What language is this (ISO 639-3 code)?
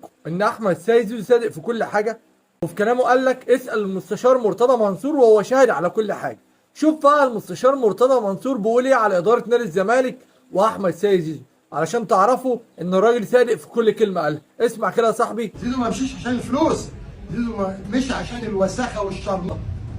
arz